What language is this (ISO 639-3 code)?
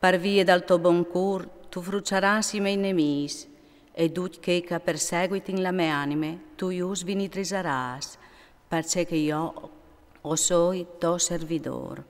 fur